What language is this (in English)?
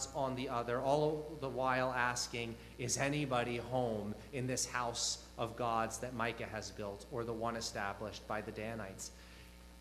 English